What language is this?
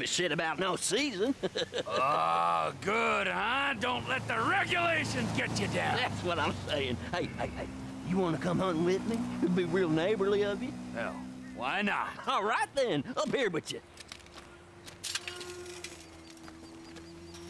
English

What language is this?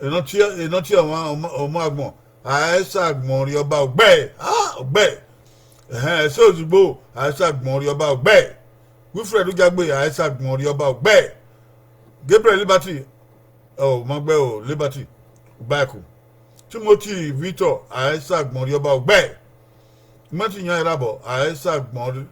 Bini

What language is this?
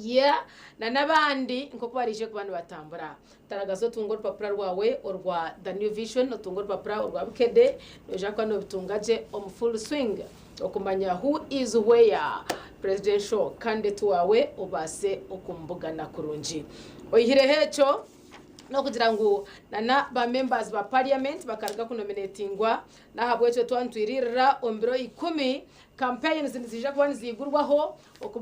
Nyankole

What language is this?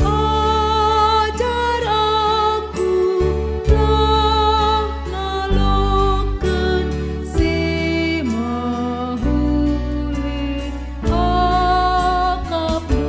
Batak Karo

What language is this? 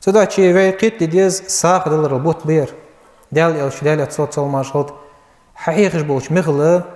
Ingush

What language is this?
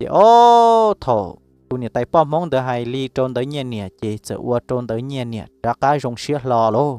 Hmong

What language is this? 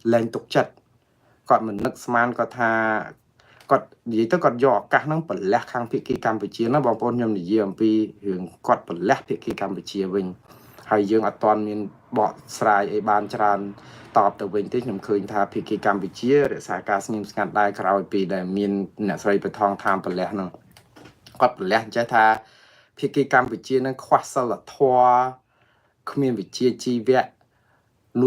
Khmer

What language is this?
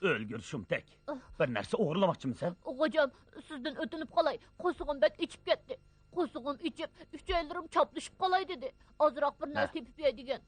Uyghur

